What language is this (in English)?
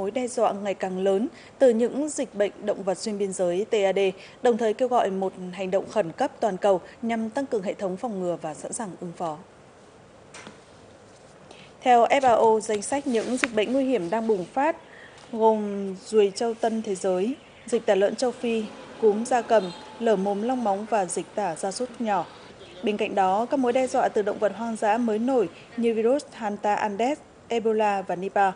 Vietnamese